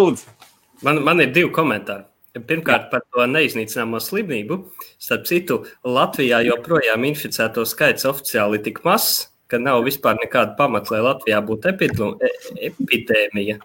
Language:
Latvian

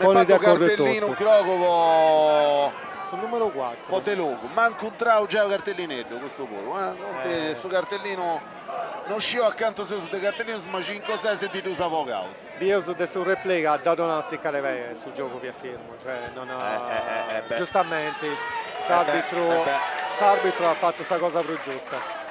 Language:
Sardinian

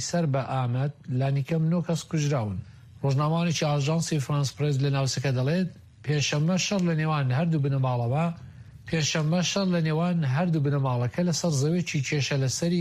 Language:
Central Kurdish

